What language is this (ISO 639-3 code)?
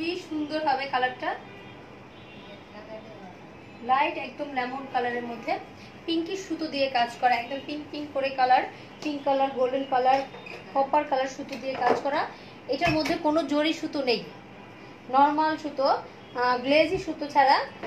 ben